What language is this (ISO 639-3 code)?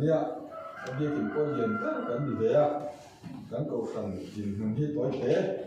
lus